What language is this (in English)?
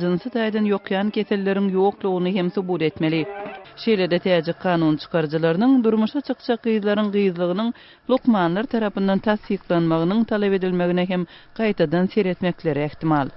Turkmen